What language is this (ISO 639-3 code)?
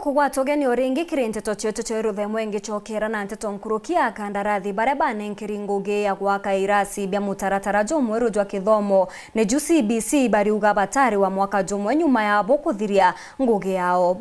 mer